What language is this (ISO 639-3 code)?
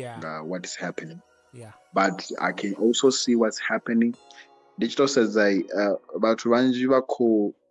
ven